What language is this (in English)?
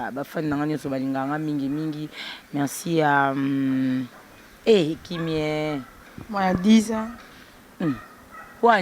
Lingala